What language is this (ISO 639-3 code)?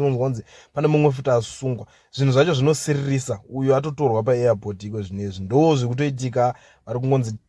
sna